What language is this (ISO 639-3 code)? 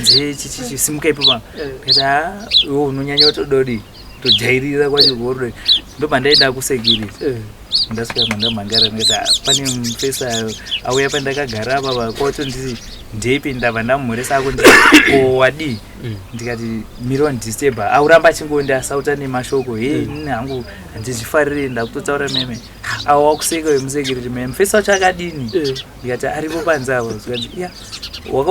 sna